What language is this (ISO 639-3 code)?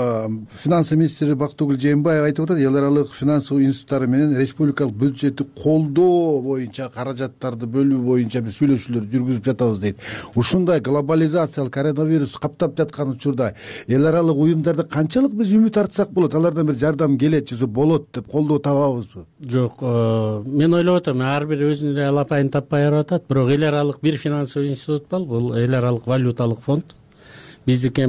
kir